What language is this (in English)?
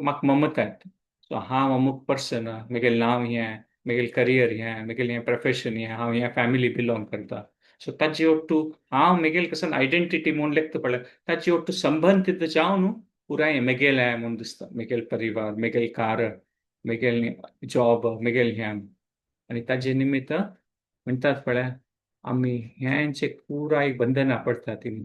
Konkani